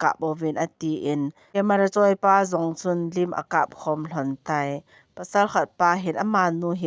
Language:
Thado Chin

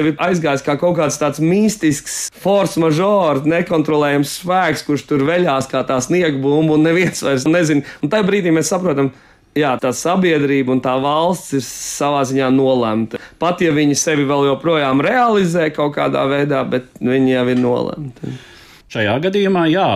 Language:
Latvian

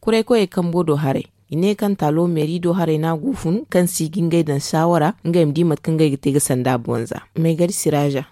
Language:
Zarma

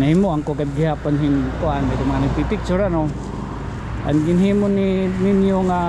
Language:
Waray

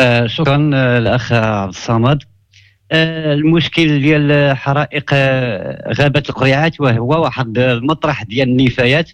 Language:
Moroccan Arabic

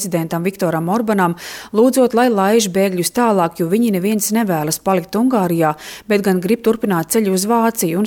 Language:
Latvian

